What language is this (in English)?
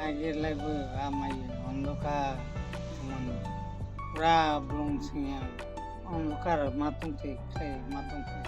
Kok Borok